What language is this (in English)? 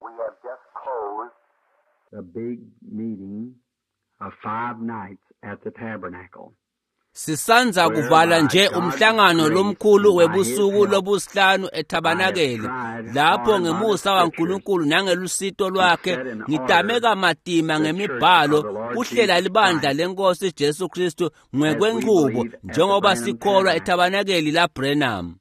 Swati